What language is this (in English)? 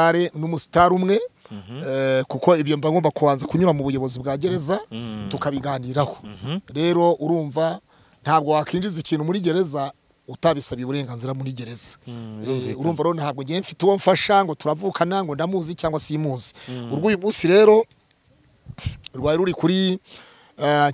Kinyarwanda